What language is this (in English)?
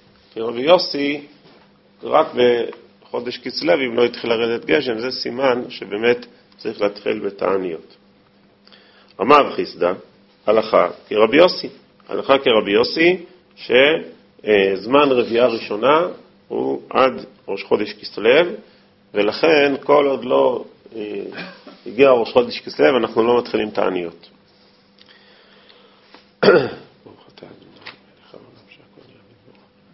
Hebrew